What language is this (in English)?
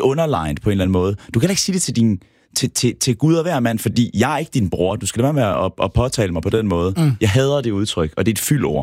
Danish